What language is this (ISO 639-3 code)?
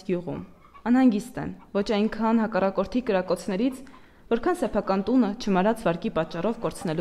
hye